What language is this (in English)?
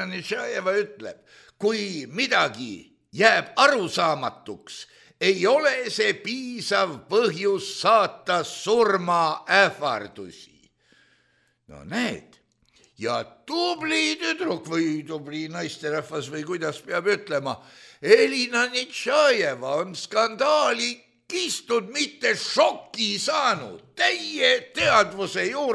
Estonian